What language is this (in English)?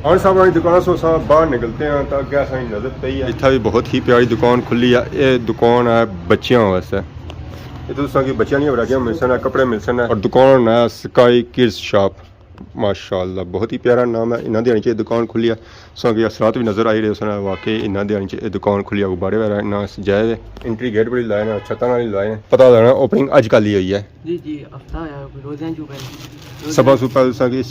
Pahari-Potwari